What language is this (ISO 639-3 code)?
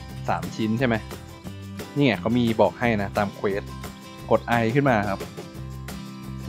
tha